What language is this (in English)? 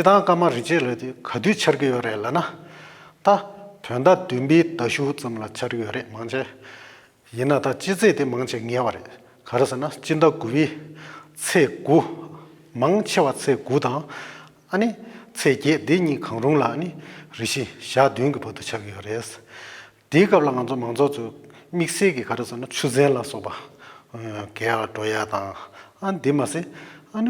Tibetan